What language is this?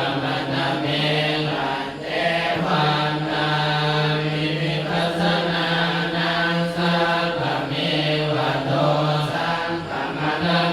Pali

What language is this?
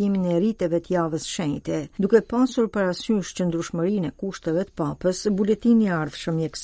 Albanian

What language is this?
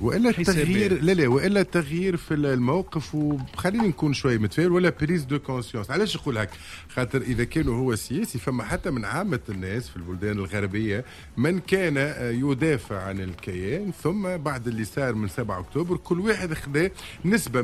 Tunisian Arabic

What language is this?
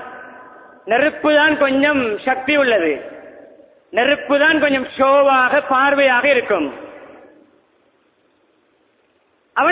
Tamil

